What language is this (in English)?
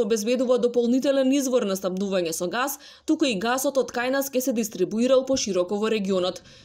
Macedonian